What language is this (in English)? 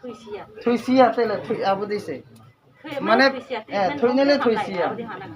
Riang (India)